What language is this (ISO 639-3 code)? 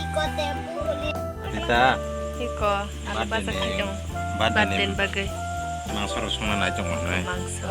trp